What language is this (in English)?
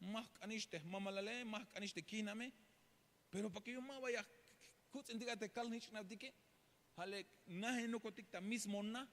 Tzeltal